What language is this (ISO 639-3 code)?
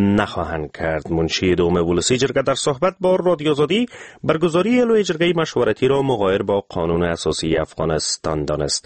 fas